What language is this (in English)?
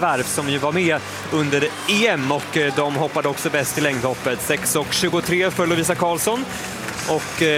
Swedish